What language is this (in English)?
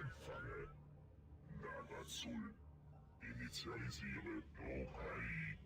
Swiss German